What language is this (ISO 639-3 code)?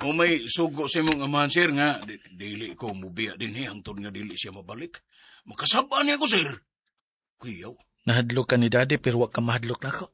ceb